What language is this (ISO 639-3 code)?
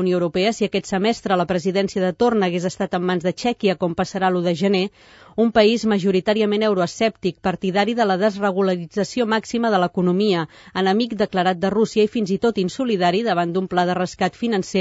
cat